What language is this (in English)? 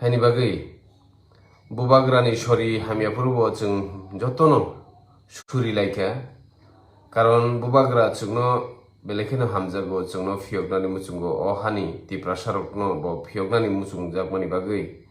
Kok Borok